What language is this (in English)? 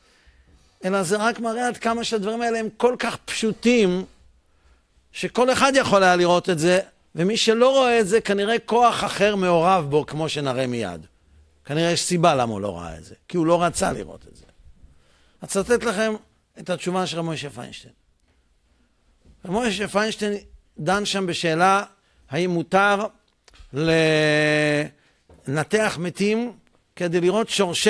Hebrew